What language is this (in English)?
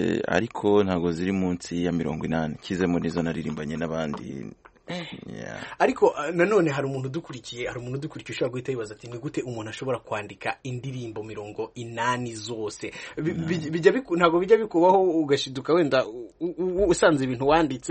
Kinyarwanda